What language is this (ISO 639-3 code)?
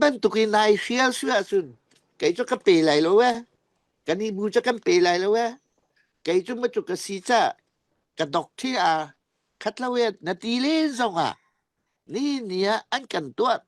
cfm